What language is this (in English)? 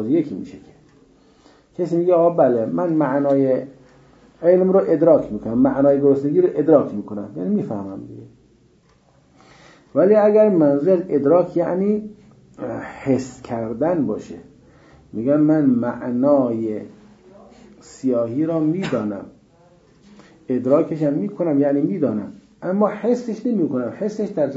Persian